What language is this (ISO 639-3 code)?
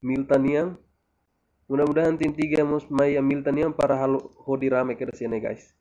tet